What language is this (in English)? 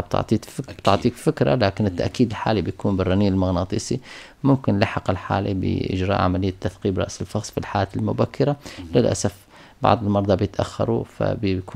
North Levantine Arabic